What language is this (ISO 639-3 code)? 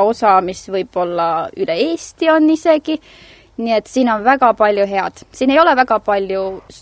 est